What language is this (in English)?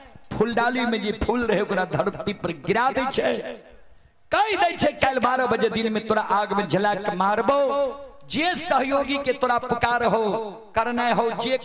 Maithili